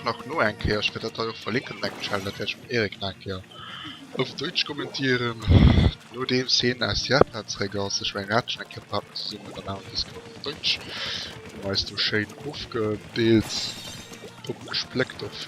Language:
Luxembourgish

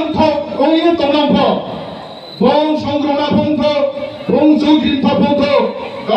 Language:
Riang (India)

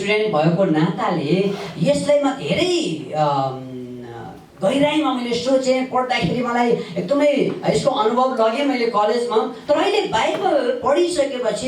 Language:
Nepali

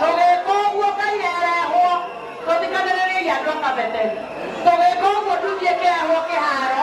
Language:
Kikuyu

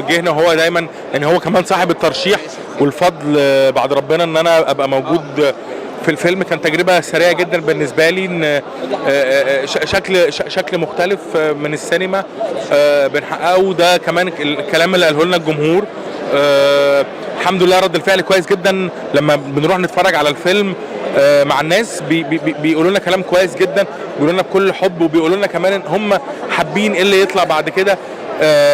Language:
Egyptian Arabic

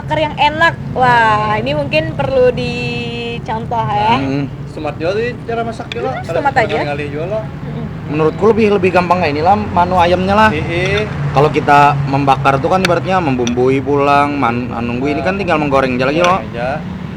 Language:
Banjar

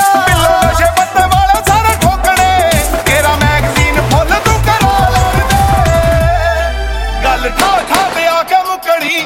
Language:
Punjabi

